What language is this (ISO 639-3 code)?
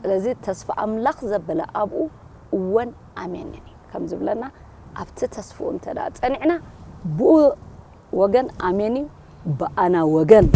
tir